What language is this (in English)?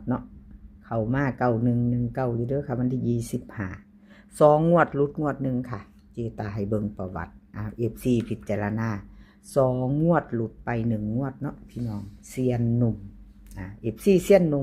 Northeastern Thai